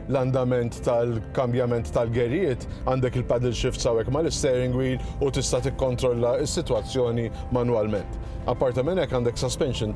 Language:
Maltese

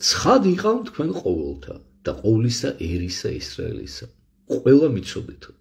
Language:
Georgian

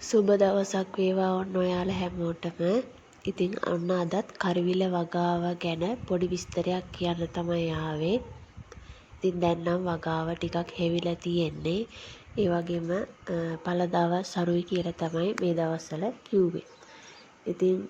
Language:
Sinhala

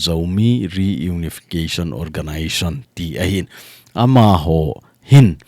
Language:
Thado Chin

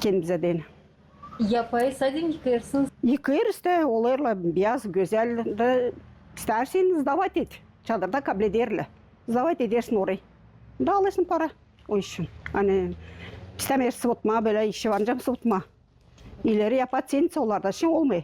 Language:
Gagauz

